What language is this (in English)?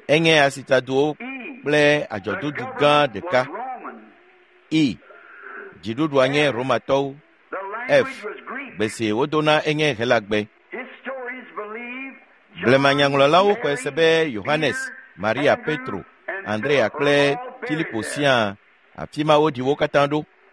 Ewe